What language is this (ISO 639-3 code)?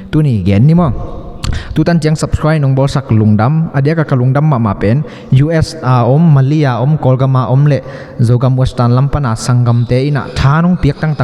ctd